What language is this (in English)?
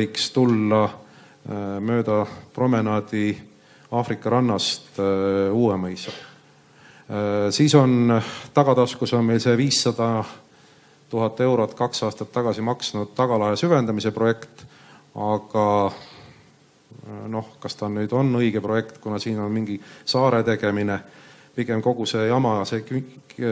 Estonian